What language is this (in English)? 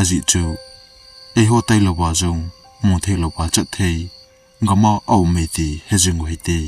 Thado Chin